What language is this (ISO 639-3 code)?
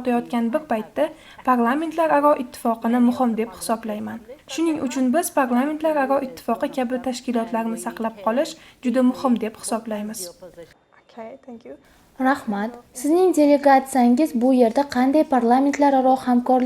uzb